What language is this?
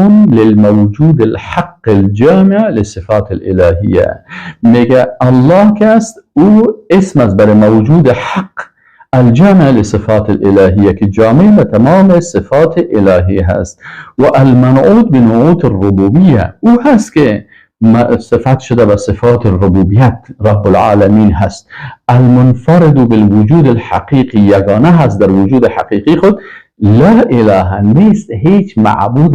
Persian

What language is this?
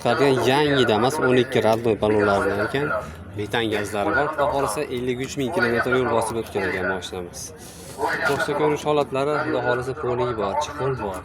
Uzbek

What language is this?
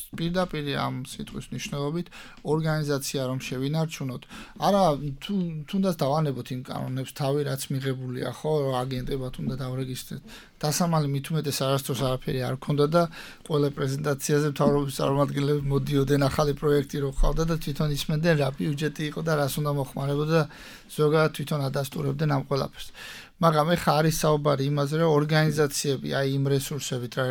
Georgian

